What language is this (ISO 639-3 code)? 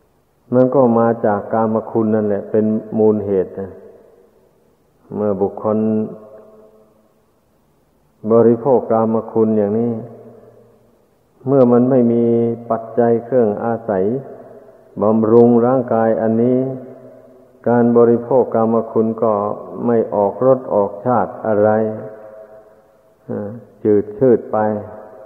tha